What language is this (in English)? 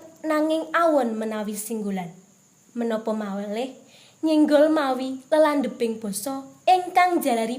Javanese